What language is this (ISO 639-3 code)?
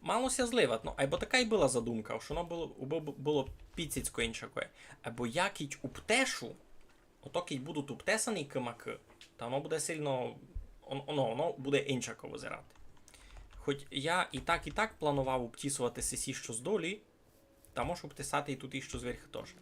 rue